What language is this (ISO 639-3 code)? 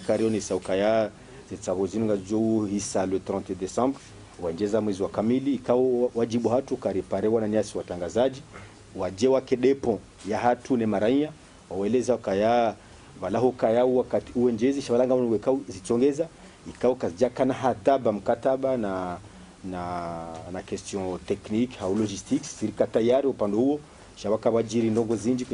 zdj